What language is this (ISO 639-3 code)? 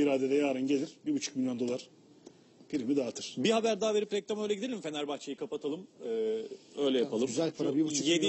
tur